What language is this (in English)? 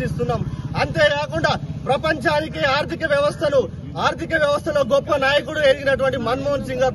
Telugu